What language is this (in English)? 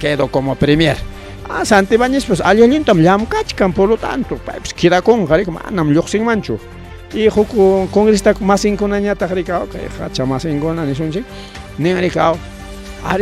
Ayacucho Quechua